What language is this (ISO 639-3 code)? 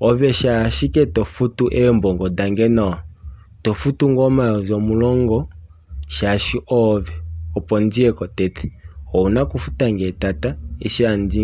kua